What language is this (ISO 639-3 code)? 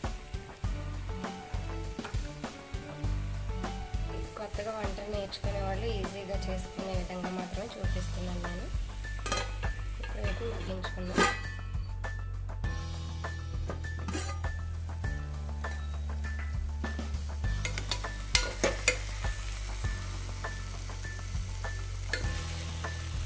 tel